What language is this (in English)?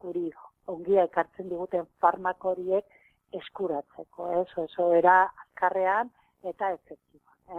Basque